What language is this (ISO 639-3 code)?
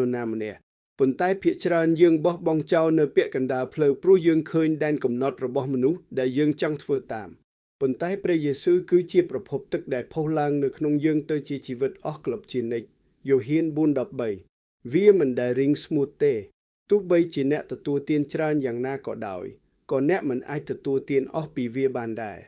khm